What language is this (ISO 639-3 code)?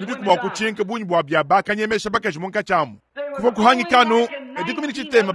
lua